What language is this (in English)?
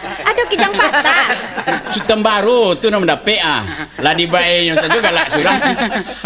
Minangkabau